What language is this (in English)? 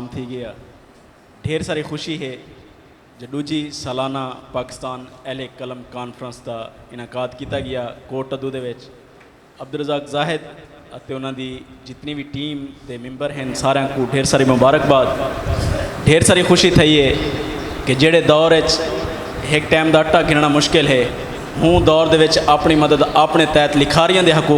Saraiki